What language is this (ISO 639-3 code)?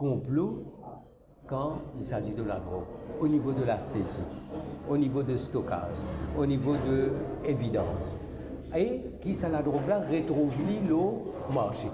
mfe